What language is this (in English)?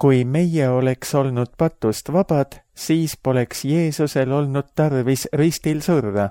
Estonian